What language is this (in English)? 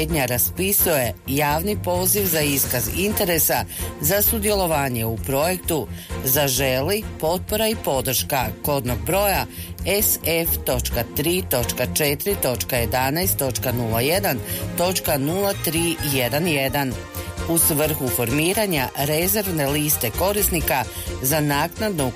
Croatian